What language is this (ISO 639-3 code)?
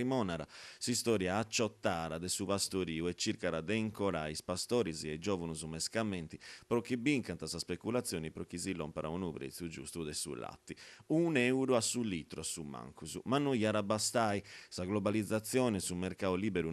srd